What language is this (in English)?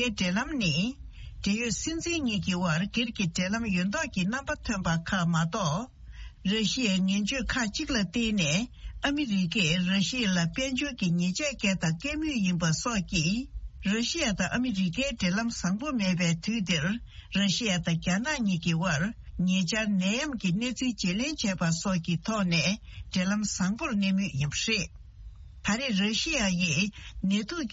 Tibetan